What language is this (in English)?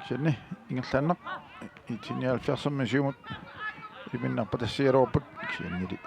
Kalaallisut